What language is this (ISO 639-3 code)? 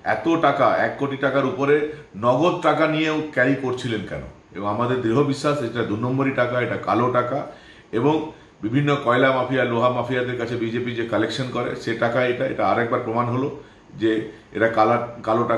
ben